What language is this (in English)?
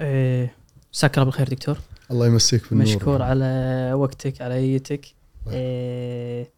Gulf Arabic